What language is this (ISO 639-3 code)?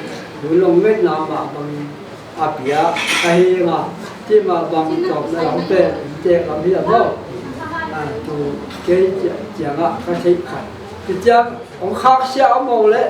pck